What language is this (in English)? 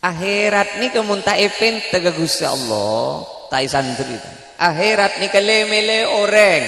Madurese